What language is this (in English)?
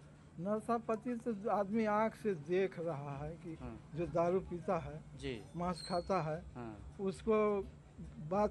Hindi